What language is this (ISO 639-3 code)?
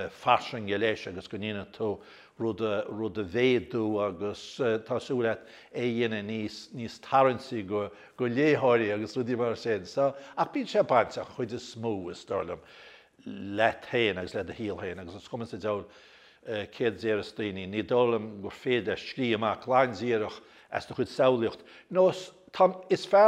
gle